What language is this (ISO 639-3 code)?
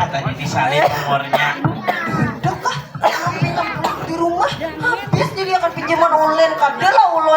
bjn